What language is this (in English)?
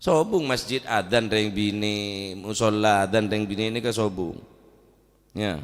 Madurese